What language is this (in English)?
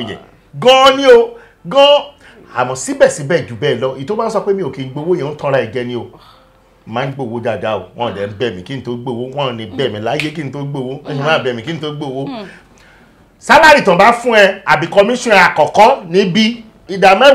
Yoruba